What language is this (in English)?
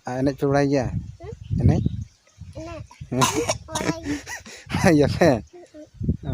Santali